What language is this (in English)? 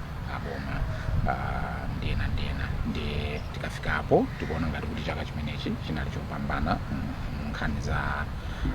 Nyanja